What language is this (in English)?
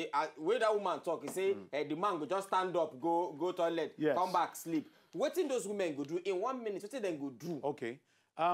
Nigerian Pidgin